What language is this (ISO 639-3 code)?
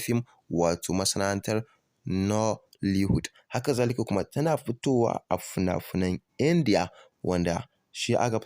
hau